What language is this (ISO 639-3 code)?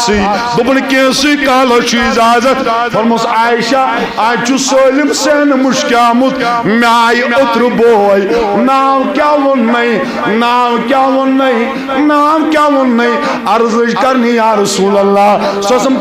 kas